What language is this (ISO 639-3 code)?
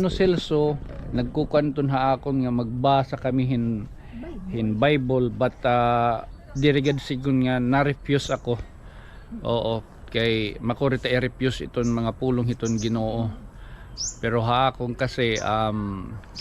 war